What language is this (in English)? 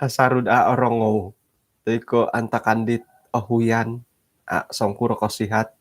Central Dusun